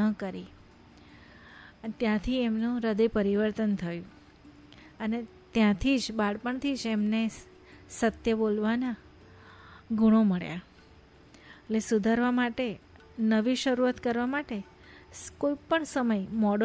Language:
Gujarati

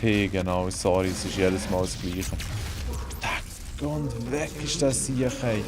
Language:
Swiss German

